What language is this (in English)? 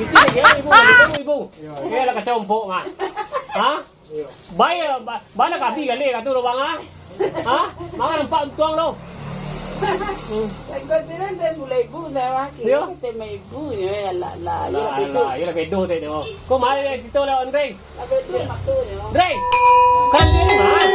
Minangkabau